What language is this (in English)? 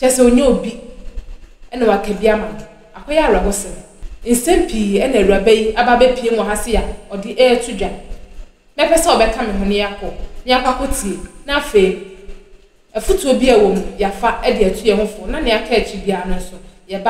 Akan